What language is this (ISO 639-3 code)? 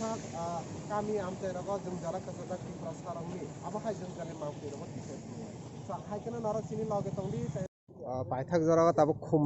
trp